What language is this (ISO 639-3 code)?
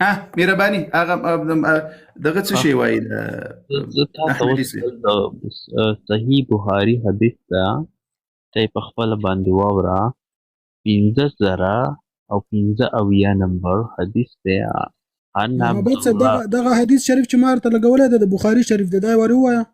pus